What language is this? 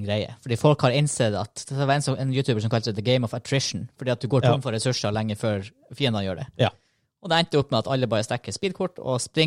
Norwegian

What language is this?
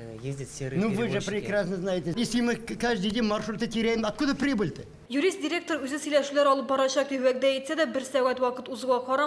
Tatar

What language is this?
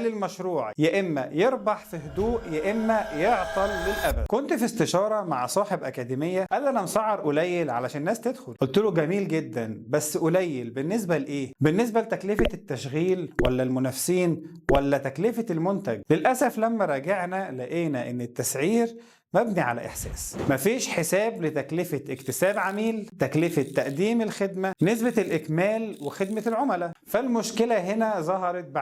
Egyptian Arabic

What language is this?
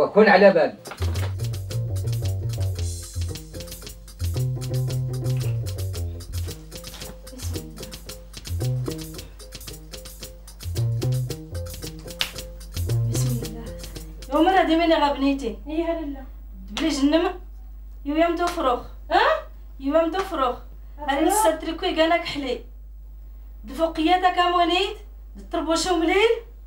Moroccan Arabic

